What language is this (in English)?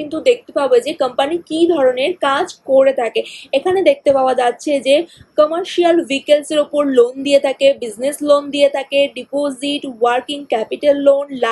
Bangla